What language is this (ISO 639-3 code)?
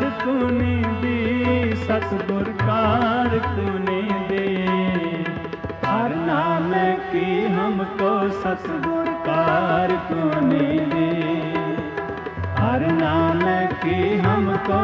pan